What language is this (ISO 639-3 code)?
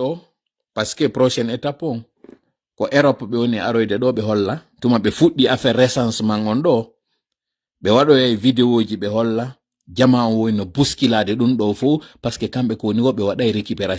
ful